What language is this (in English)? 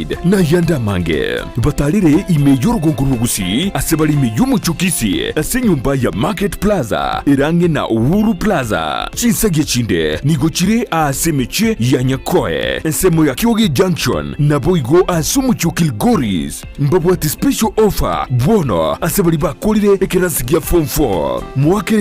Gusii